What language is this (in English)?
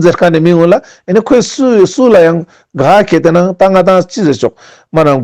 Ladakhi